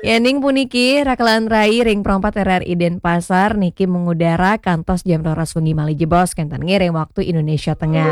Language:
Balinese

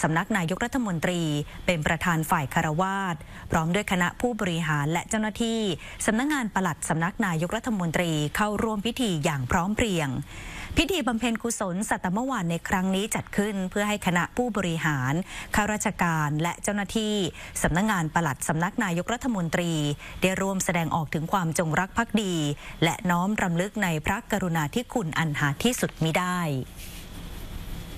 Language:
Thai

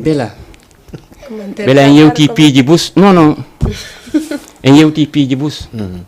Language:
Fula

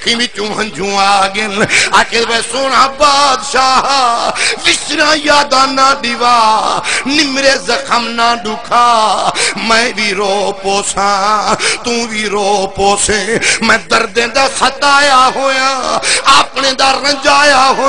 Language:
Saraiki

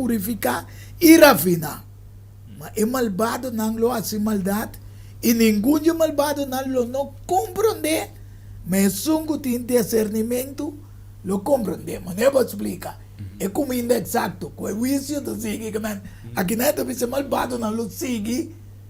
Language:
Papiamento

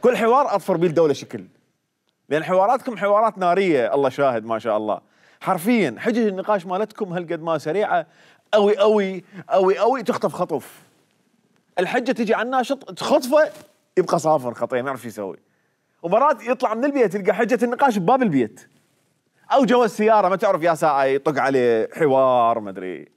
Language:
Mesopotamian Arabic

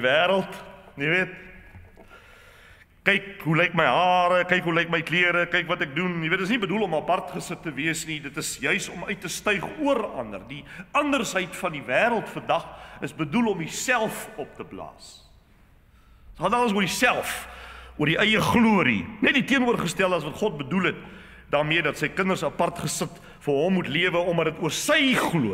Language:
Afrikaans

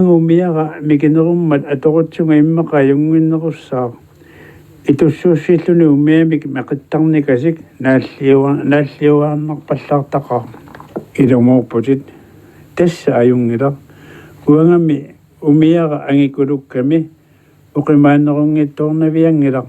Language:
Kalaallisut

